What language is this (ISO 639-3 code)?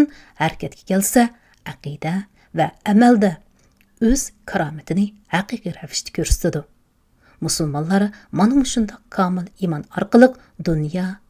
uig